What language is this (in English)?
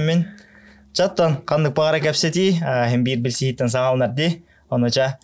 Yakut